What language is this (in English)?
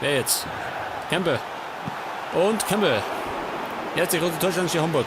Bavarian